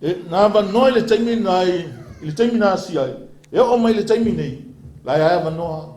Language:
Samoan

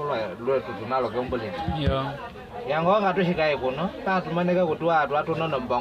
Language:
Nyaneka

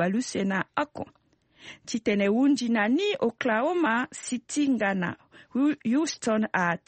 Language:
Sango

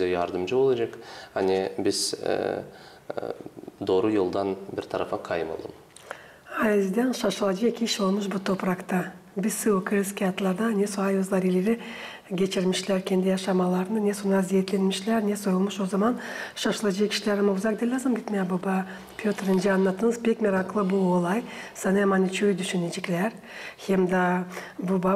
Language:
Gagauz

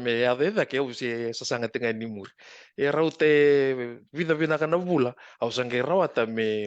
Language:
Fijian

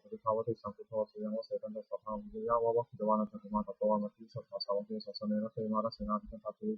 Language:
Pali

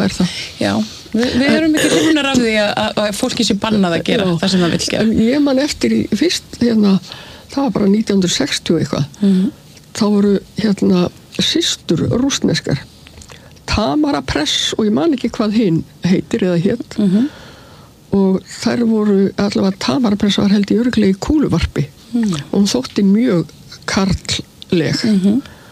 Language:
Icelandic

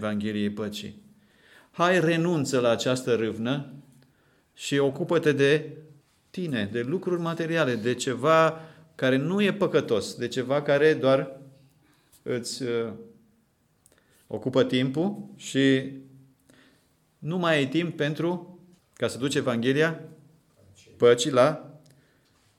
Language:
Romanian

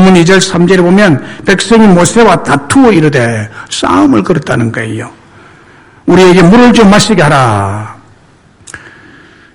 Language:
Korean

